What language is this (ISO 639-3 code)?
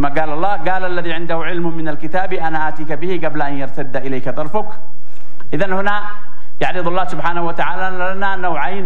ara